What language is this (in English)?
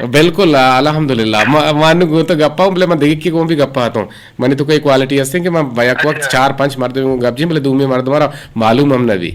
Eastern Balochi